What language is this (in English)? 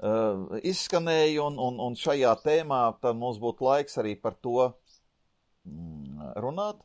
Latvian